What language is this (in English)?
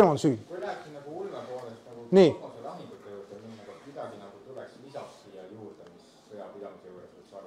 Estonian